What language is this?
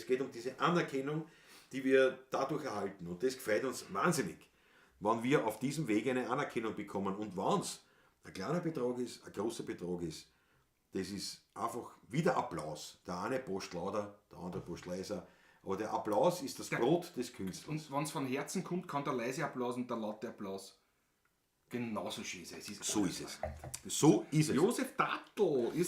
Bavarian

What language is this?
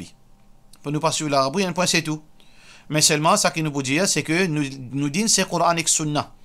Morisyen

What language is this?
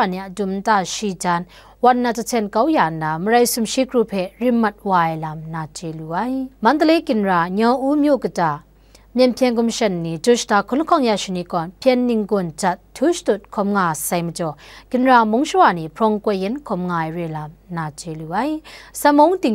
Kachin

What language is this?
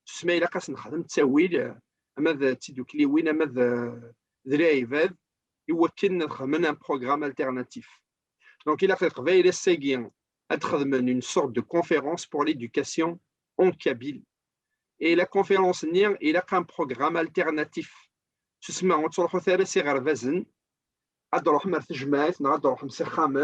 Kabyle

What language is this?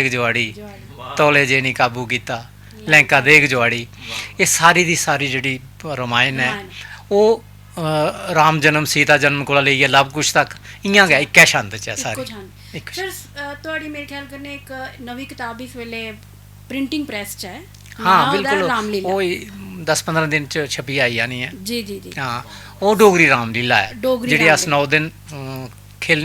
Dogri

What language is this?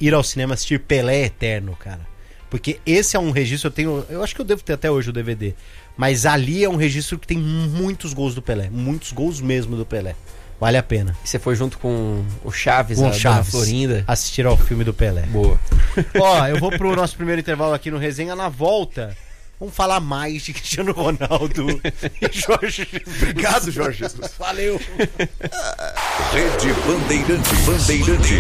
Portuguese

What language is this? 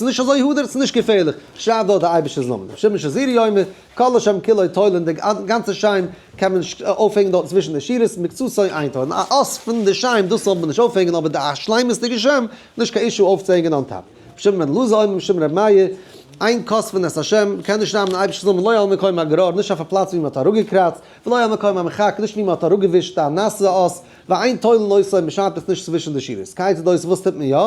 Yiddish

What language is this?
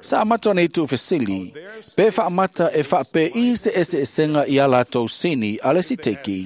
Samoan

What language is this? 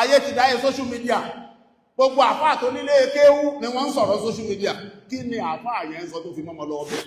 Yoruba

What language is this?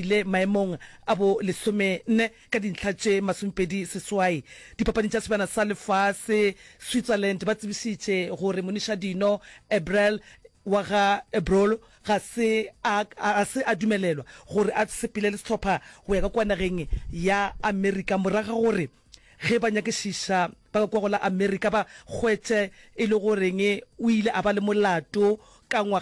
Northern Sotho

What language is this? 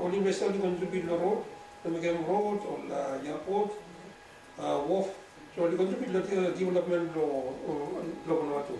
Bislama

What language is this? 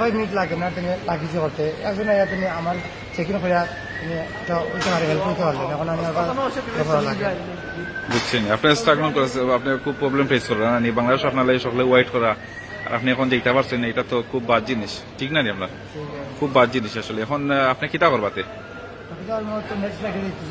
Sylheti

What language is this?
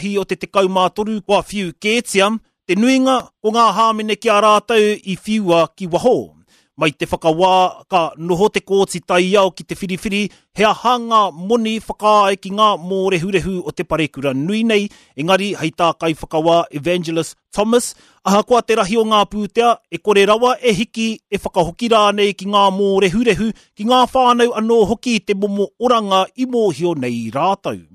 Māori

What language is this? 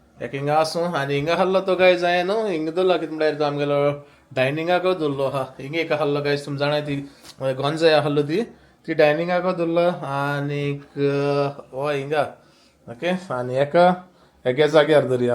Konkani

